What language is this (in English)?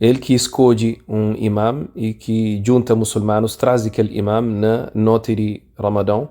Kabuverdianu